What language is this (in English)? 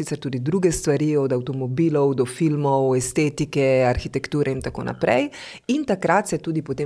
Slovenian